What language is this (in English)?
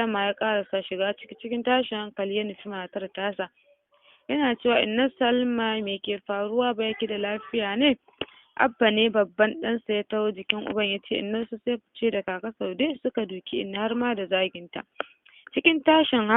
Hausa